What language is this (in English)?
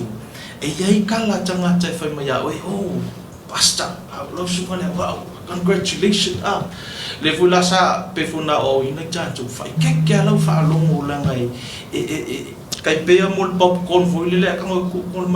Samoan